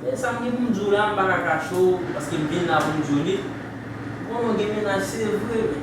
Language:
Haitian Creole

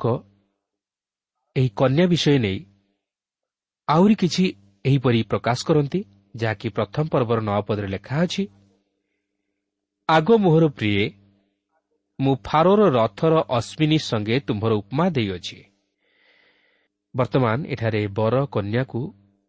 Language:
Odia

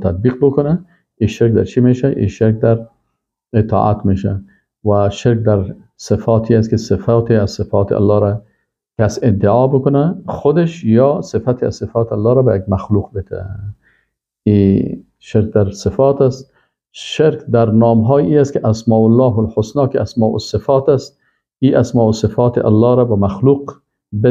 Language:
Persian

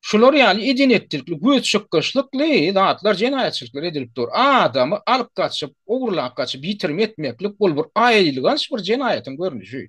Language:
Turkmen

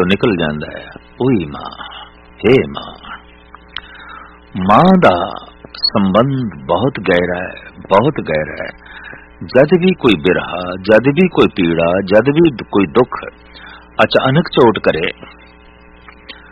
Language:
Punjabi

